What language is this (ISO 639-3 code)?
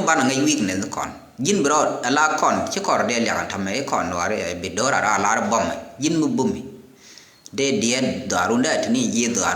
nus